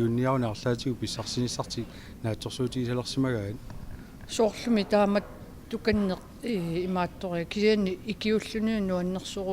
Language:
Kalaallisut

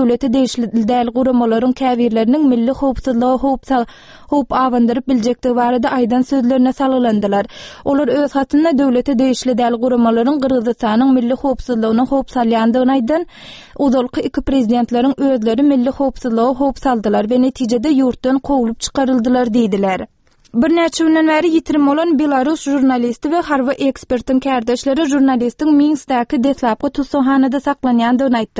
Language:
Turkmen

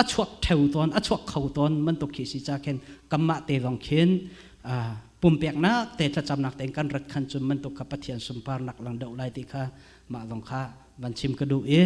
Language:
Hakha Chin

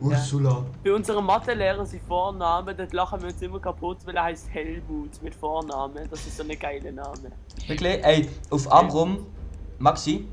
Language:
Swiss German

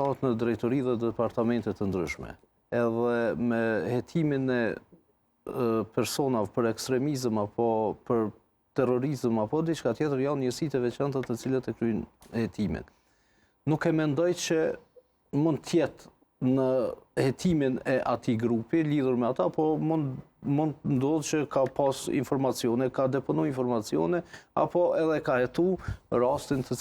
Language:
Albanian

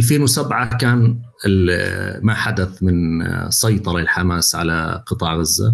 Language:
North Levantine Arabic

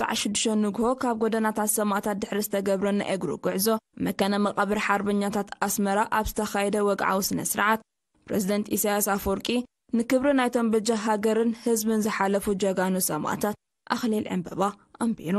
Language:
Tigrinya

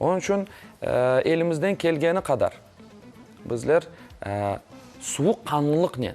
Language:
Crimean Tatar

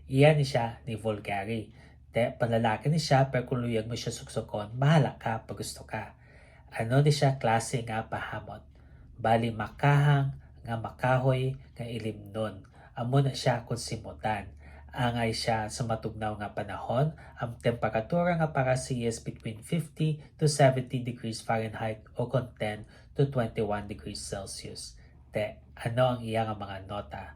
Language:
Hiligaynon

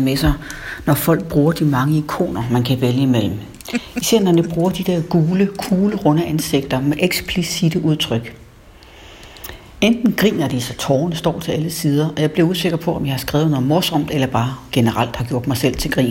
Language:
Danish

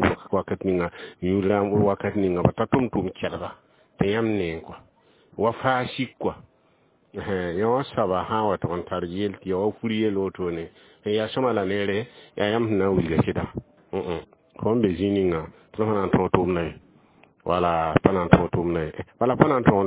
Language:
Mossi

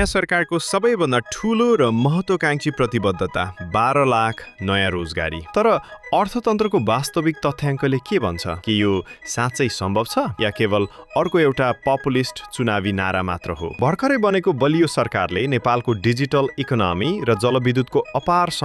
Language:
Nepali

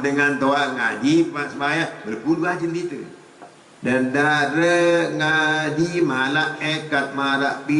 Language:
Sasak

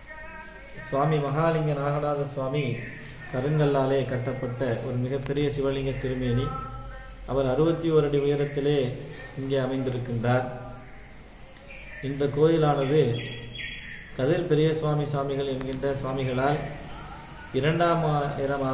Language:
Tamil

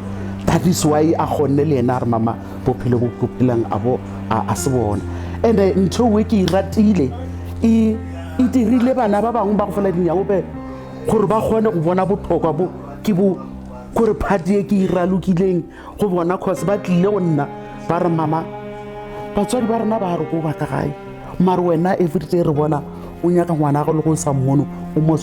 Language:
Northern Sotho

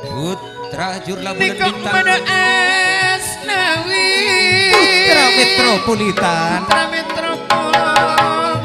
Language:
Madurese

